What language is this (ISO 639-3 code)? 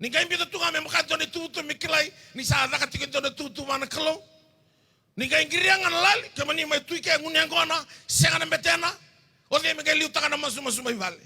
fij